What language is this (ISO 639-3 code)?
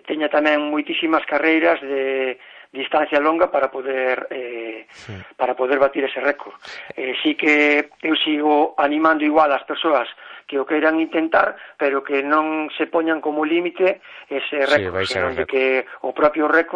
glg